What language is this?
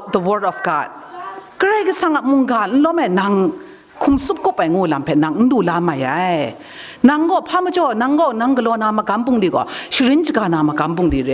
Kachin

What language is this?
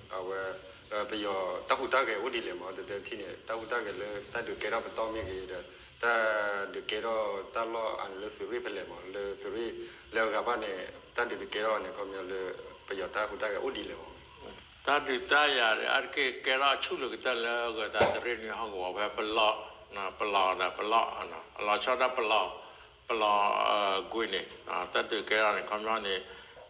S'gaw Karen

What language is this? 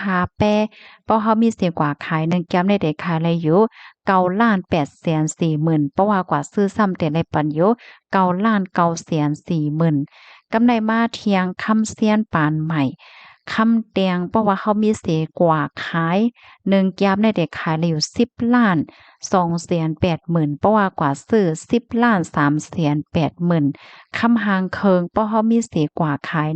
Shan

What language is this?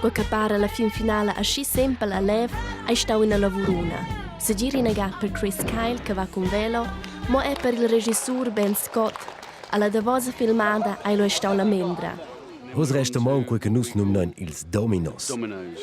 Romansh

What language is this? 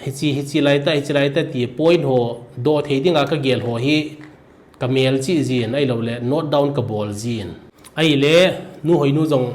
Thado Chin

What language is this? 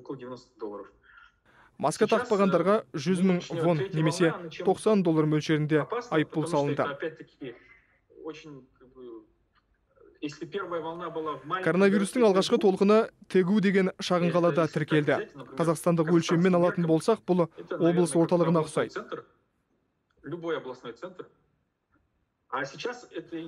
Kazakh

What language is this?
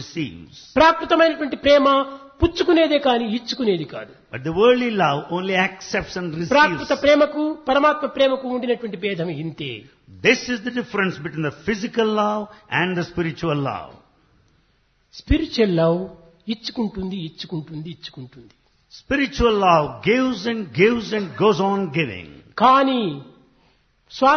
Telugu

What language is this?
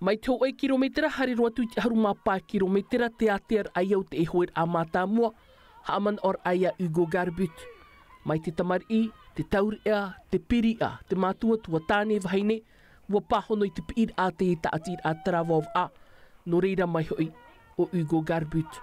Tahitian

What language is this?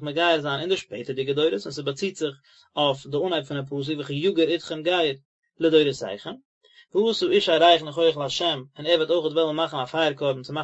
Yiddish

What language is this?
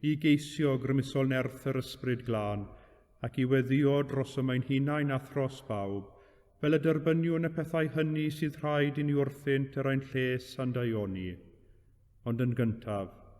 Welsh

